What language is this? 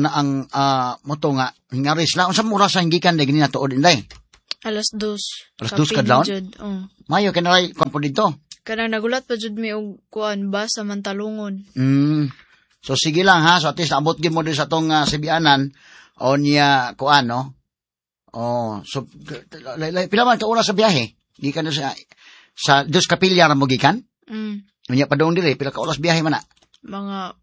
Cebuano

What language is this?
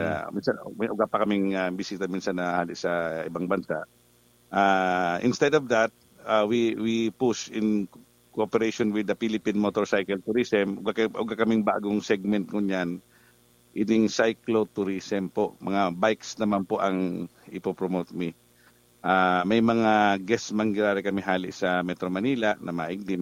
Bikol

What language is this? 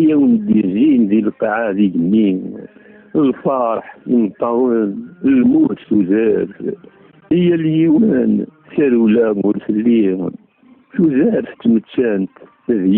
Kabyle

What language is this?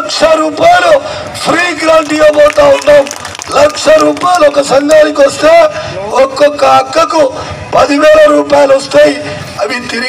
Telugu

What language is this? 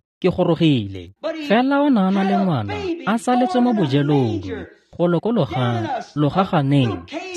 Tswana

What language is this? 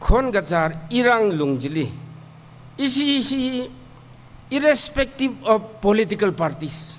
Tangkhul Naga (India)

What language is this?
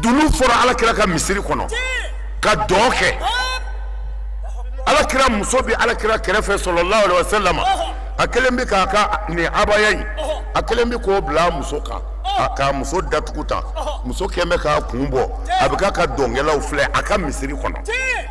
Bambara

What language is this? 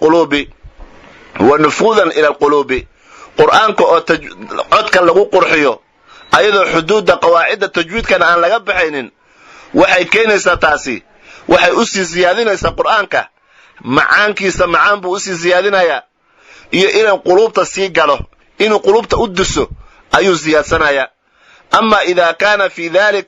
Somali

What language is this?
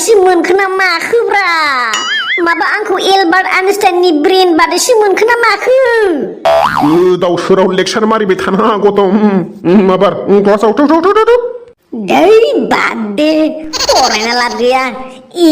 Bodo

